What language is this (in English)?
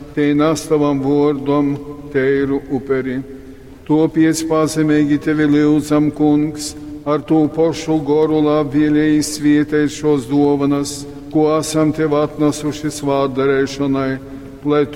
Latgalian